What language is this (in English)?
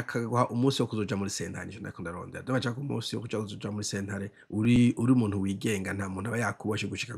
Rundi